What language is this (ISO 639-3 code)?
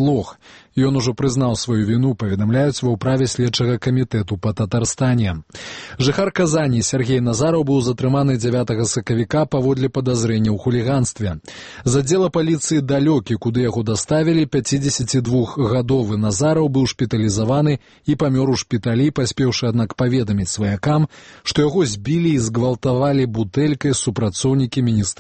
bel